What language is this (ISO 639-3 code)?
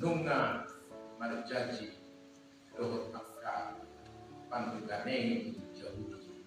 bbc